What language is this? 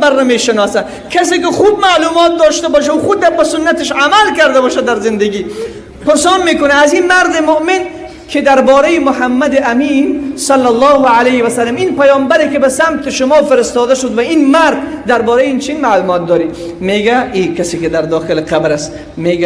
Persian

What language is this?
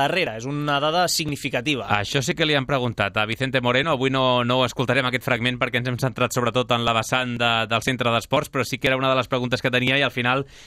Catalan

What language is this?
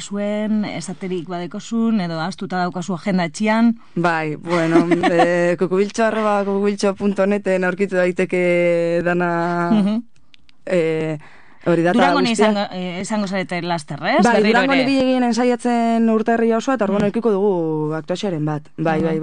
Basque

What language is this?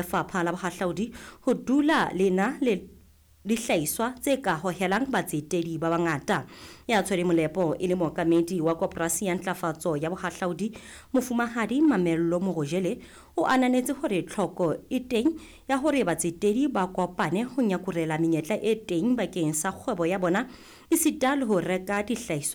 Southern Sotho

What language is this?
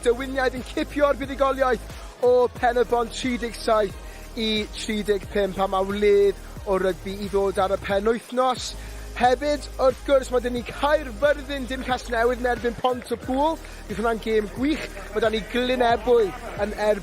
Welsh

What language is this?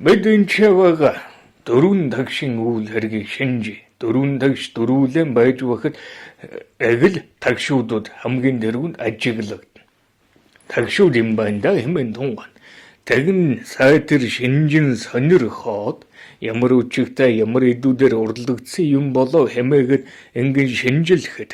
Mongolian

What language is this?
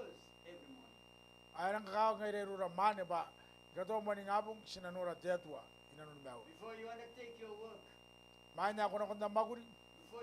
Gilbertese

